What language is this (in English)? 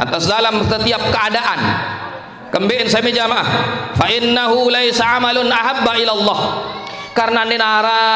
Sasak